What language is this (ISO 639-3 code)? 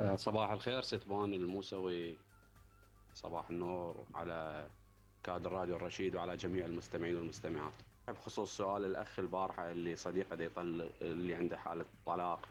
acm